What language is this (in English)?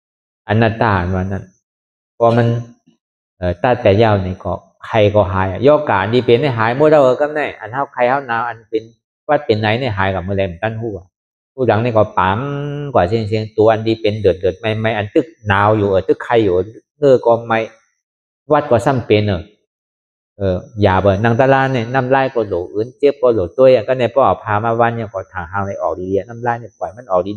Shan